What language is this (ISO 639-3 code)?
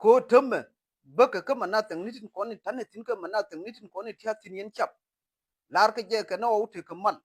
nus